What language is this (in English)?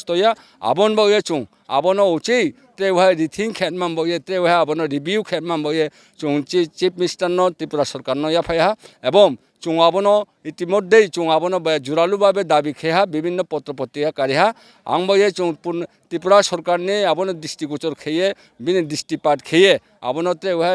Riang (India)